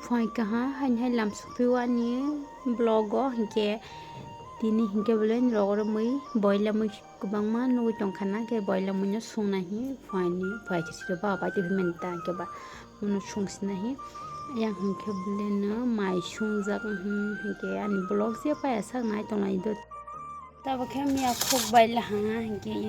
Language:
Kok Borok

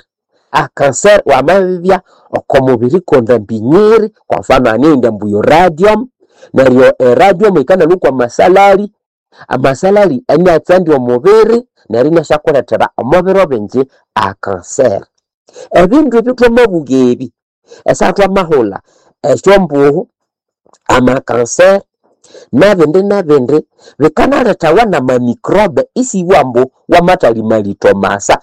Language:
Nande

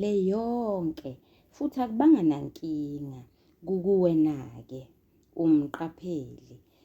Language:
Zulu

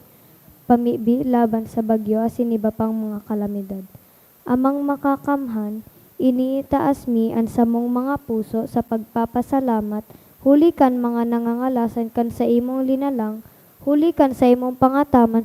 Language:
Bikol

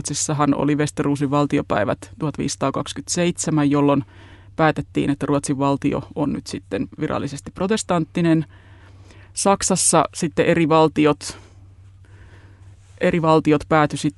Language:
Finnish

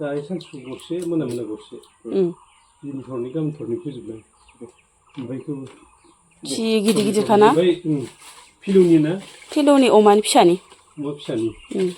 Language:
Bodo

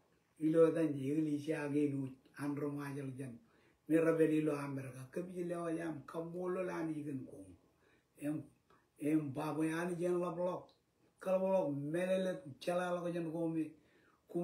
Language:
Marshallese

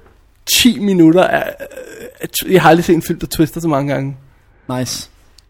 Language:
Danish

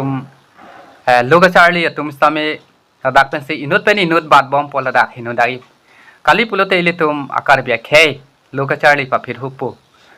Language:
Karbi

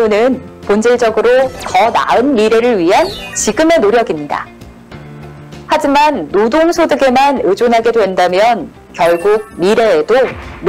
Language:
Korean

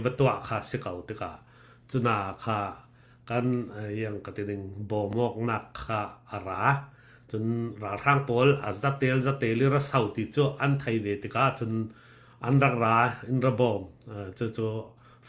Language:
Falam Chin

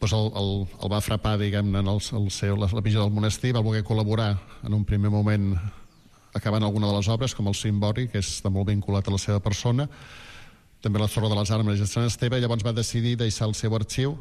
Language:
Catalan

